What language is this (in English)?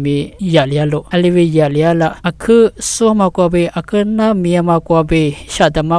Lisu